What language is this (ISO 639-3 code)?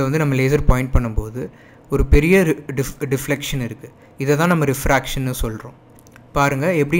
tam